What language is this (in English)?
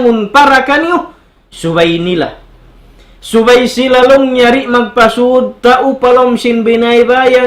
Tausug